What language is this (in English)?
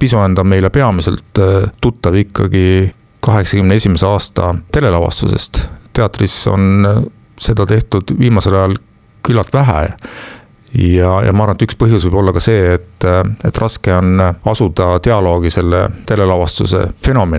Estonian